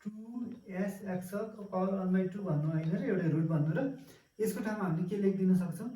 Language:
Nepali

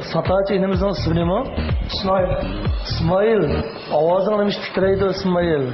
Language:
Uyghur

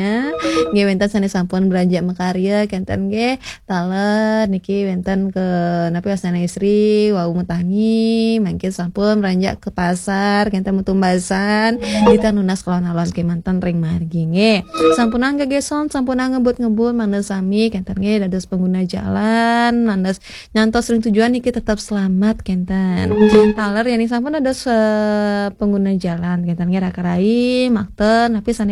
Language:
Balinese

